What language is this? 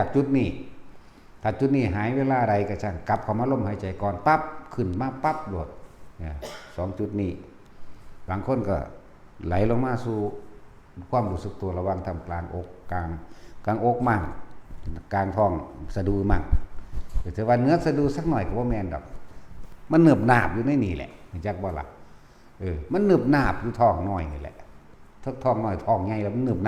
Northeastern Thai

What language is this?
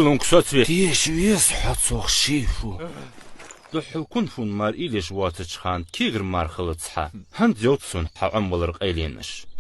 Ingush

